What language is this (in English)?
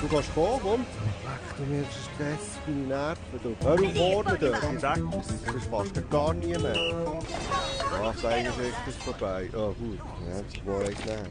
Swiss German